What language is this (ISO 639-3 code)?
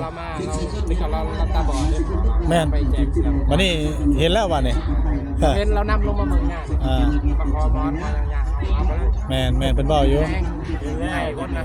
tts